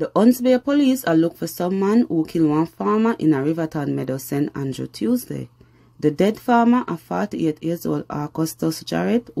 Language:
Jamaican Creole English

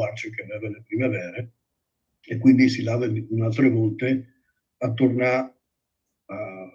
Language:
Friulian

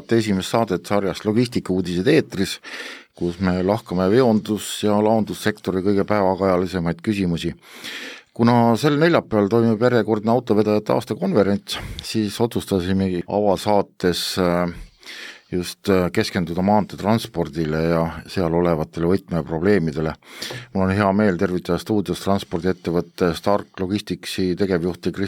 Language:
Estonian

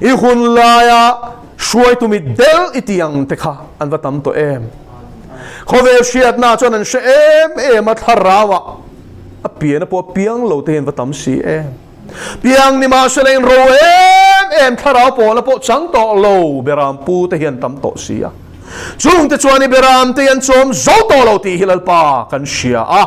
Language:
Mizo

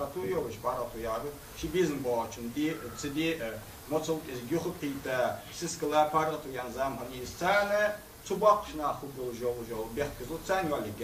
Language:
Ingush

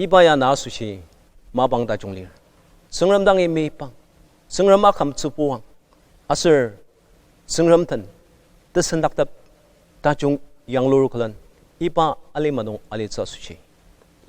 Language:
Ao Naga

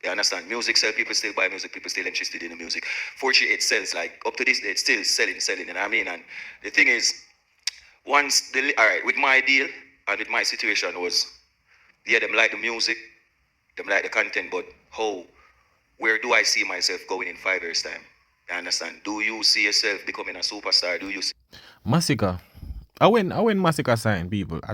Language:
Jamaican Creole English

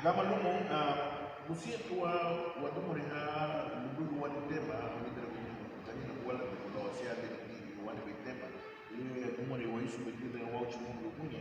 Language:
Garifuna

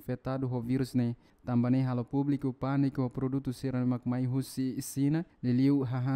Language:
Tetum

